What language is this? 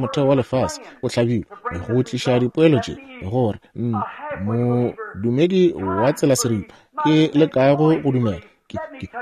Northern Sotho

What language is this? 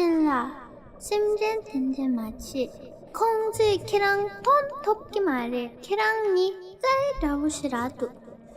Tibetan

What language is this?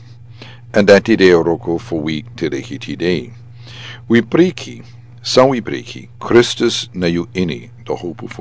Sranan Tongo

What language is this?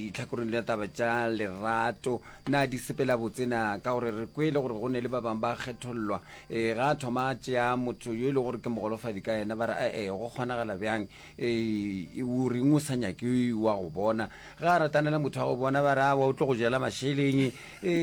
Northern Sotho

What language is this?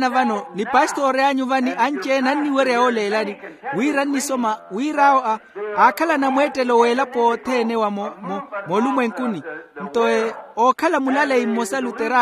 Makhuwa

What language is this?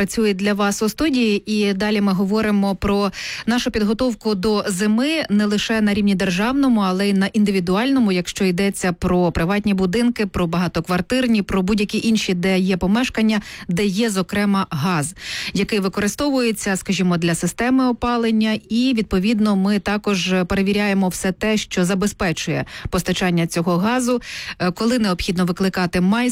Ukrainian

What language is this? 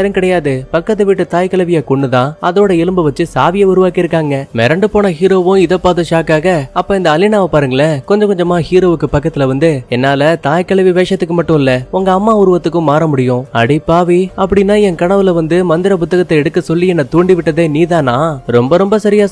Tamil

